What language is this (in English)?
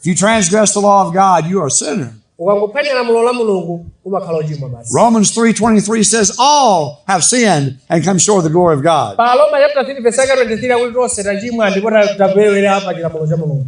Nyanja